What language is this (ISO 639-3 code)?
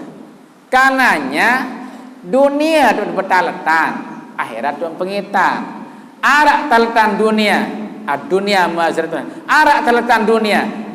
sas